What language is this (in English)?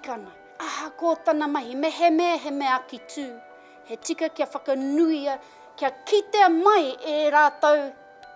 Māori